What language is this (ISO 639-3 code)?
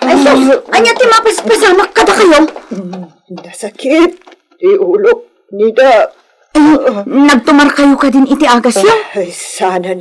ilo